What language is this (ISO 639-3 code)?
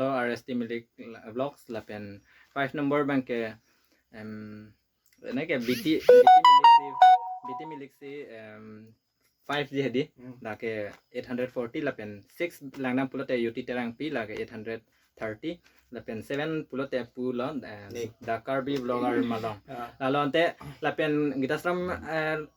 mjw